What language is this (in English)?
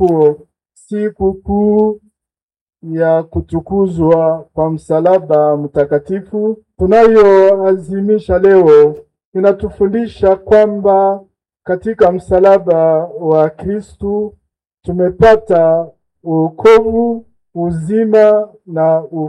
Swahili